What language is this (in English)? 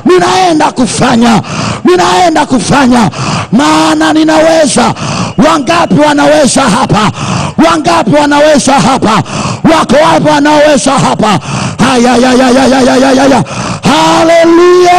Swahili